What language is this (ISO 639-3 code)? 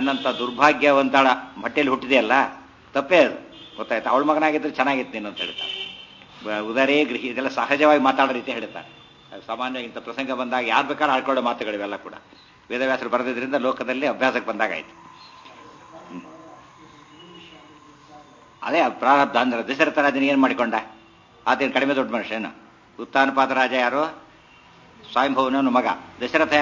kan